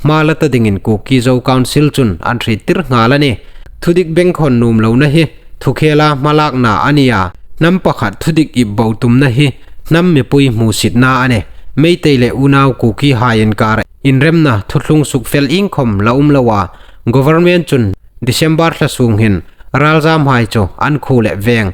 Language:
Hmar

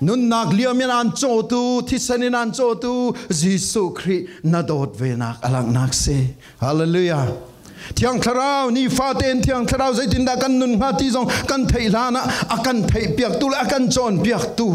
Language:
Falam Chin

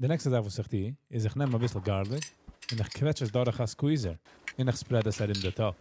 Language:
Yiddish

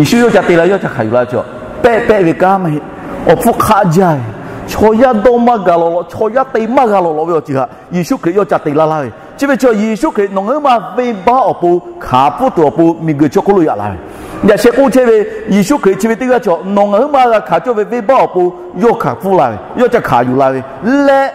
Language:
Lahu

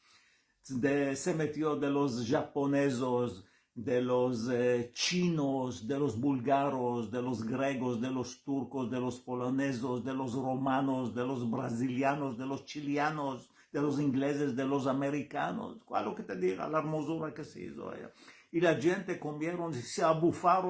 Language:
Ladino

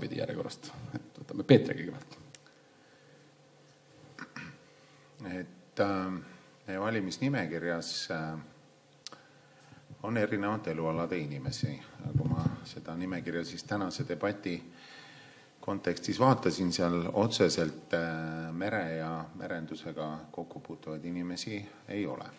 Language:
Estonian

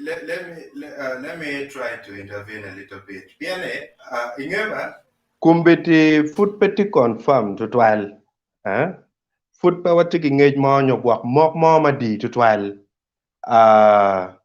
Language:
Acoli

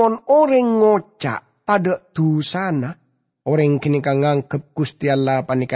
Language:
Madurese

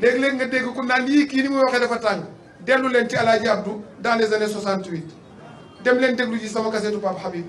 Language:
Wolof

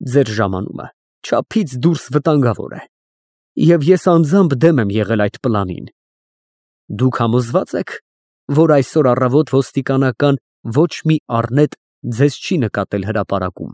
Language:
Armenian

